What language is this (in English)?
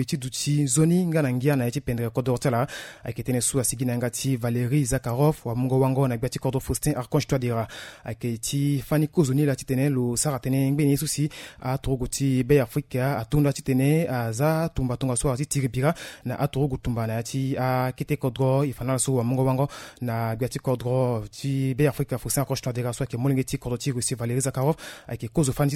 Sango